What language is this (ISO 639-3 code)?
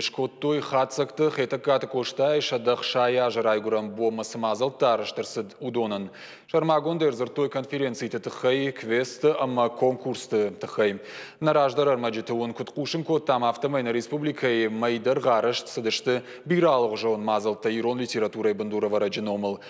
oss